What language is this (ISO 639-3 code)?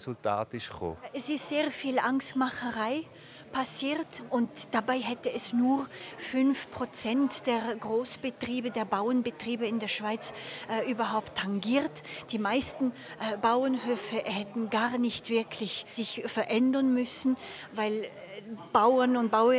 gsw